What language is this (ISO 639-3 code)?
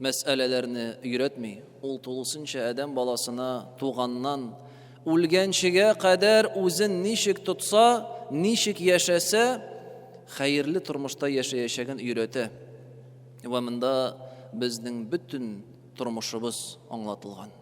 tat